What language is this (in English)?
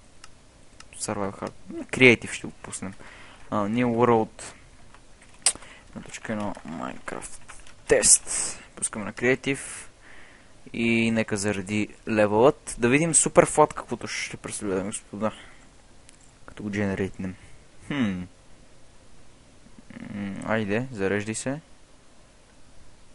Bulgarian